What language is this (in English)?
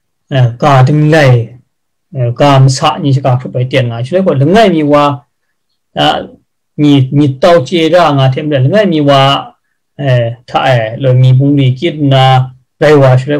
Kachin